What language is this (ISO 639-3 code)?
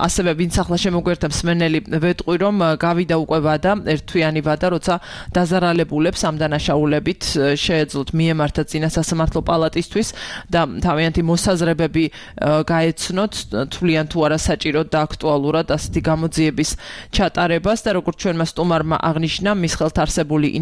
kat